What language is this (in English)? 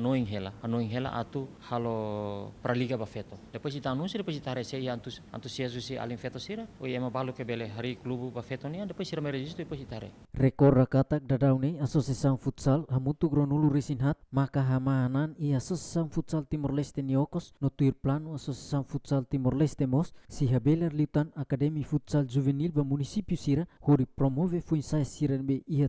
Tetum